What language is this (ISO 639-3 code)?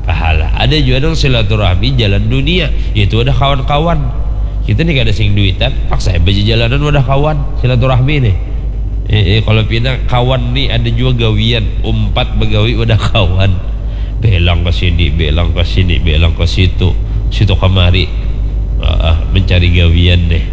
bjn